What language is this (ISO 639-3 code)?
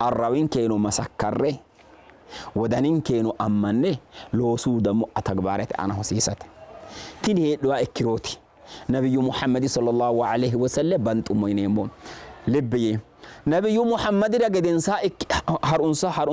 sid